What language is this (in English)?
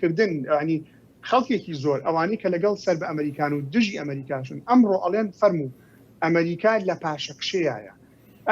Central Kurdish